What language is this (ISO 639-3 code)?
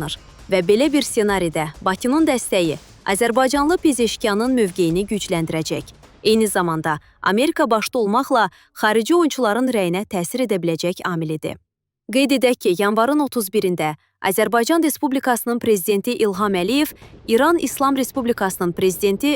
aze